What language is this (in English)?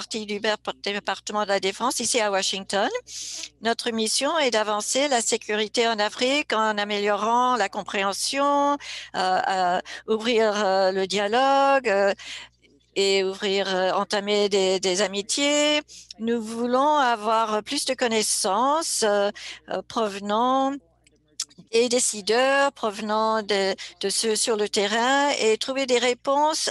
French